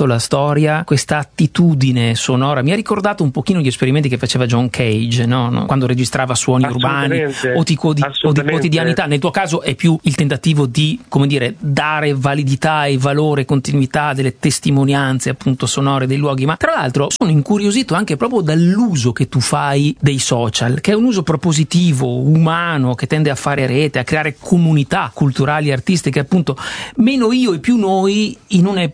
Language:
Italian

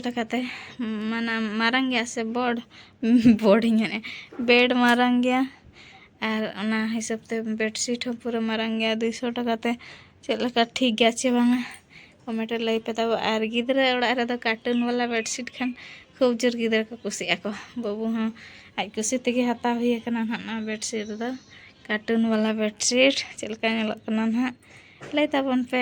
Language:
Santali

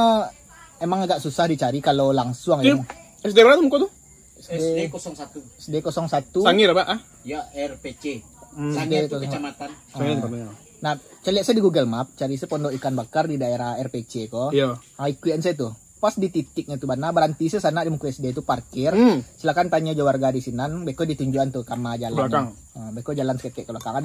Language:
Minangkabau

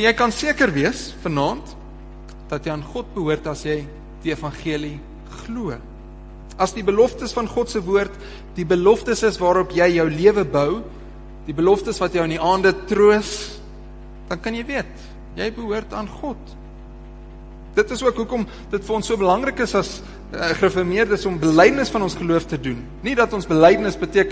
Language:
Afrikaans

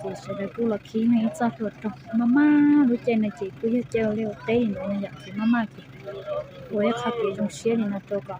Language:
Hmong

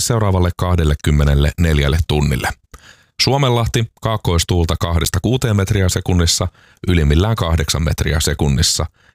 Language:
Finnish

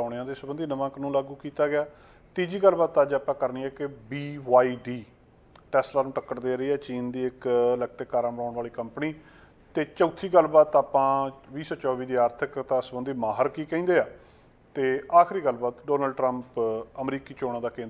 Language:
Punjabi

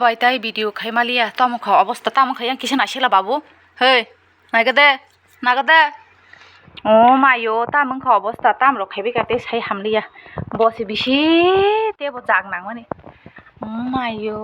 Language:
Kok Borok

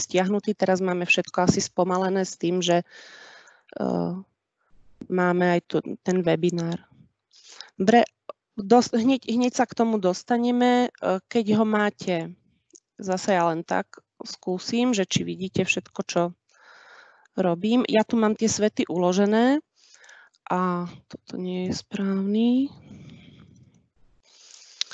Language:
Slovak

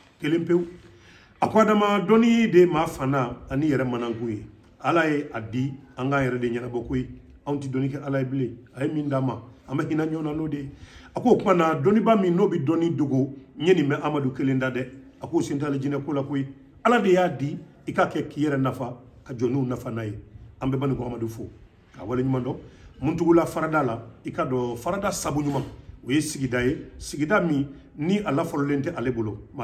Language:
Bambara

